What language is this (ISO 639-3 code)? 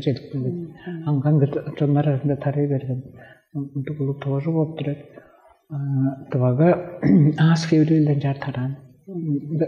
tyv